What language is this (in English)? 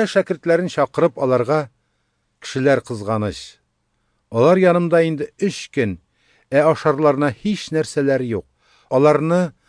Tatar